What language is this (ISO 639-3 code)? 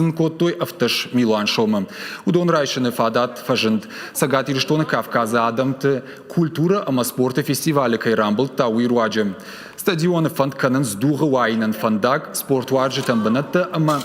oss